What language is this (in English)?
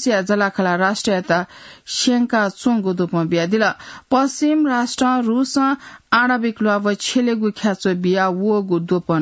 Newari